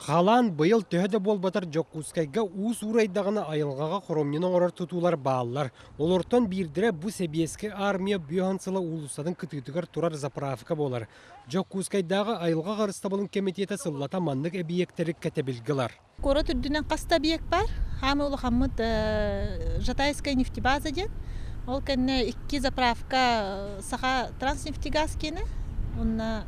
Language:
Yakut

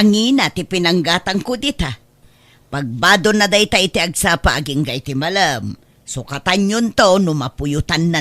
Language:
Iloko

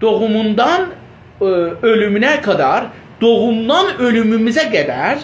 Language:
South Azerbaijani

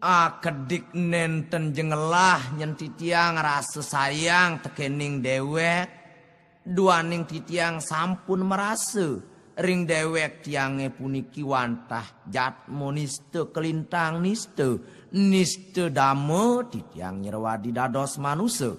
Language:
Balinese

